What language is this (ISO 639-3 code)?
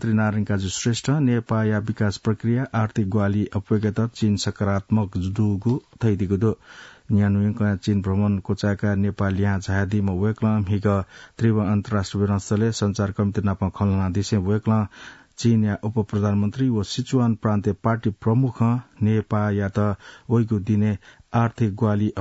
new